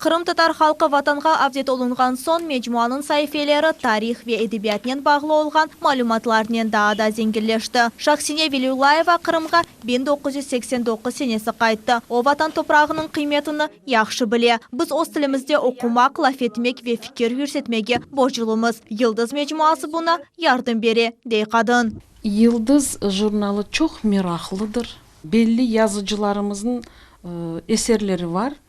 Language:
Crimean Tatar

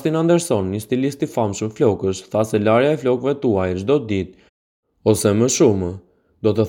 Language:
Albanian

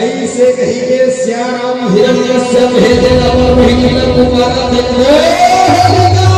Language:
Chhattisgarhi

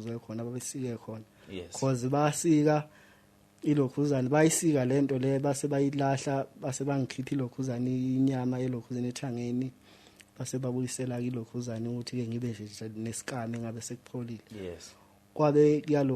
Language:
Zulu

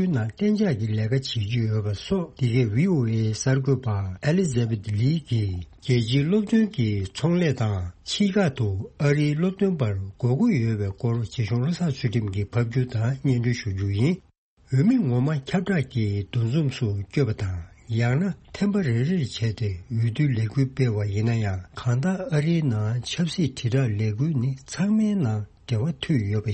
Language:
Tibetan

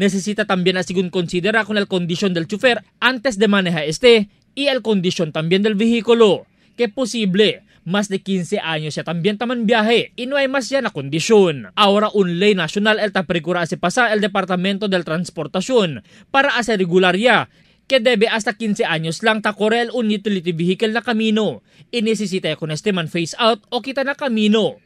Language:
Chavacano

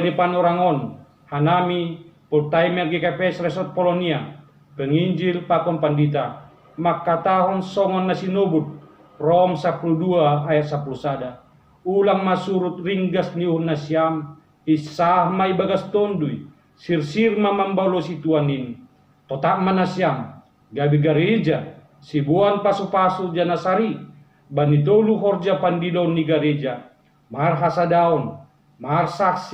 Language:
Batak Simalungun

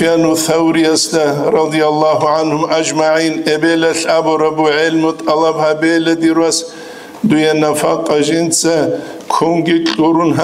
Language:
Avaric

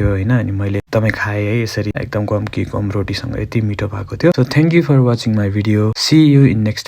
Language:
Nepali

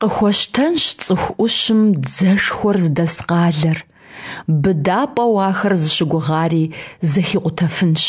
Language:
Kabardian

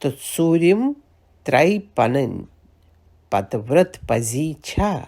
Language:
Kashmiri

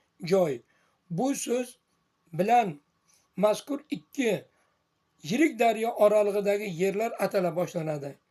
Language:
Uzbek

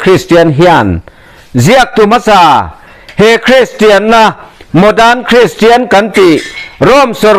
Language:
Mizo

